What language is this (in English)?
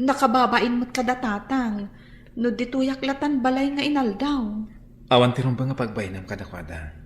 Iloko